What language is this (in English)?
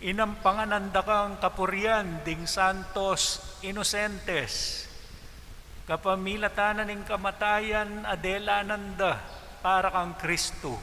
Pampanga